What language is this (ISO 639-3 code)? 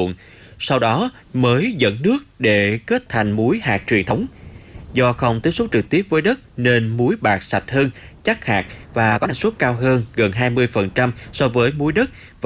vie